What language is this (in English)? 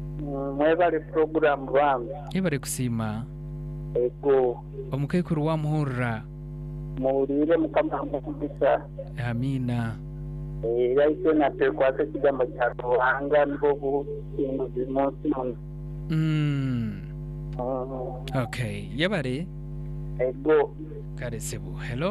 Nyankole